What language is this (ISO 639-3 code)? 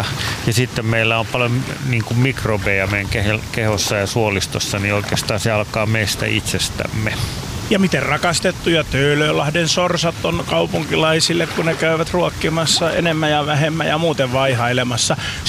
fin